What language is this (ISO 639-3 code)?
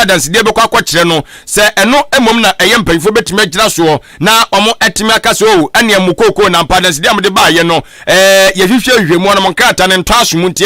aka